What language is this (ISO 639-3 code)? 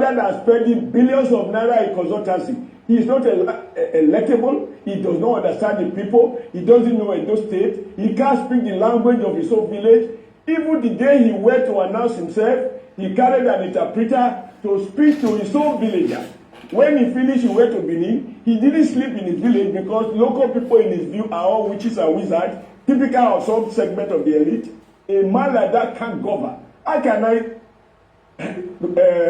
pcm